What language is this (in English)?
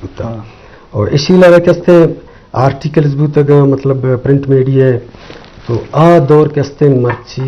Eastern Balochi